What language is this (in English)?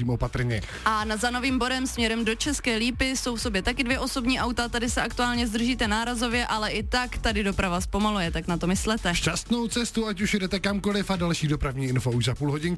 Czech